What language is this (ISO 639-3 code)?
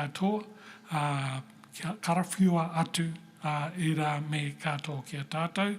mri